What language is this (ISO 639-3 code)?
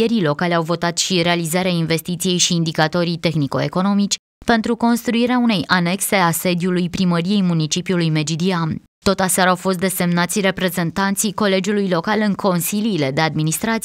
ron